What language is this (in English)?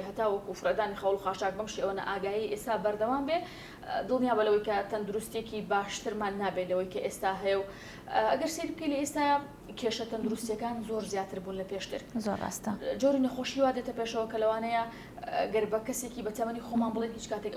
Central Kurdish